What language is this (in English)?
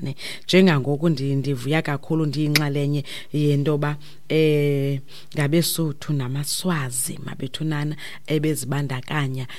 Xhosa